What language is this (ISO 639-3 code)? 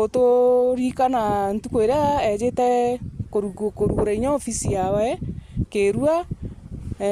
mer